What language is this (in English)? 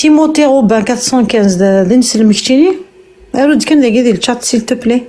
Kabyle